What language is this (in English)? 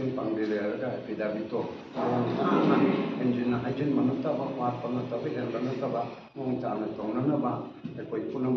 Manipuri